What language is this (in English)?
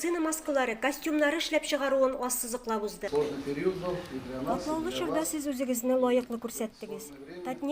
Tatar